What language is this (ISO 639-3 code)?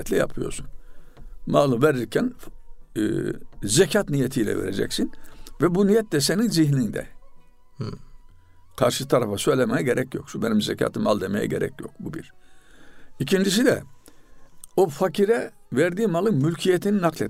tur